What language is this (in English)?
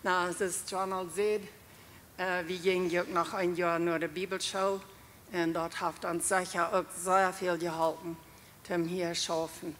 Plautdietsch